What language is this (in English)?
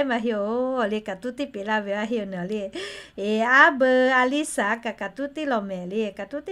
Lahu